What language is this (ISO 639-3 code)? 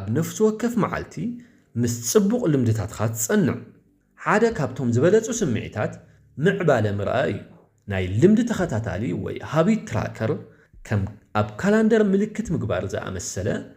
tir